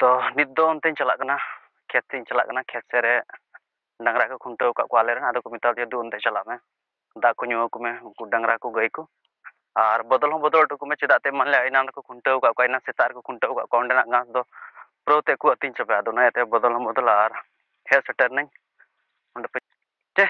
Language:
Santali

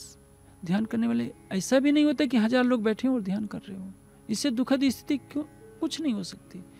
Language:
Hindi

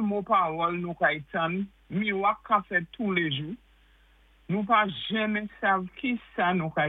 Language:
Saint Lucian Creole French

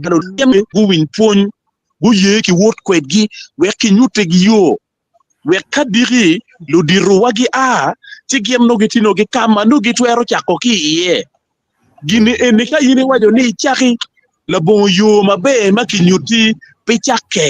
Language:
Acoli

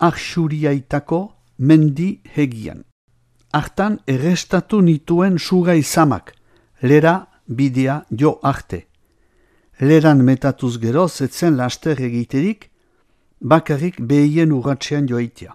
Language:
Basque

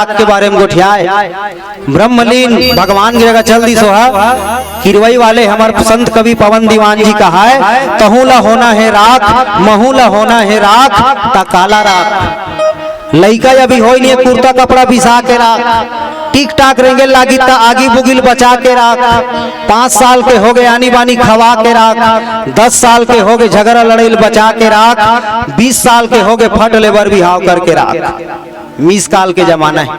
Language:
Chhattisgarhi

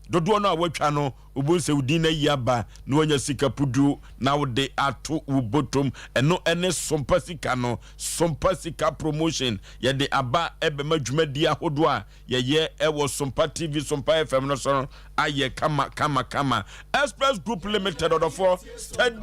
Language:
Akan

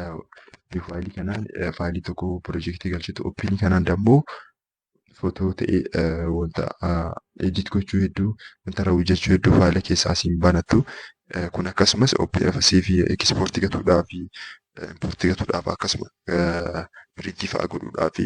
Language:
Oromo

